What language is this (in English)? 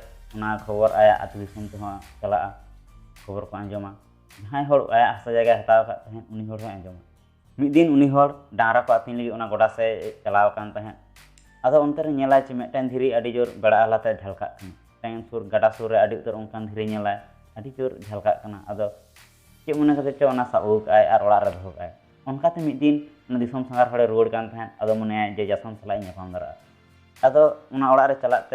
Santali